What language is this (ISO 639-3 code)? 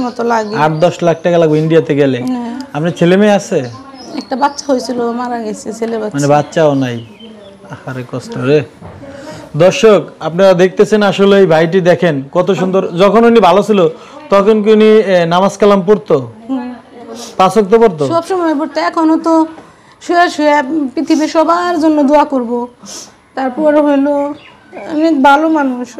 ben